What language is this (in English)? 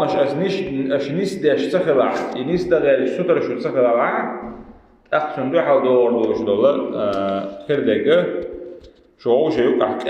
Chechen